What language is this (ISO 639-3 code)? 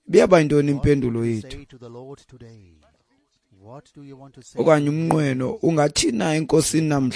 xho